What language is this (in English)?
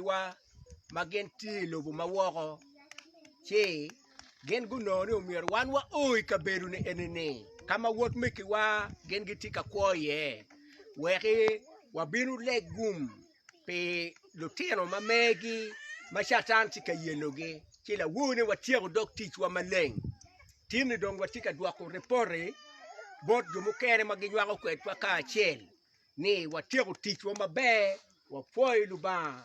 Acoli